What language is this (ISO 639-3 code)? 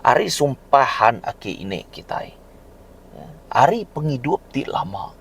iba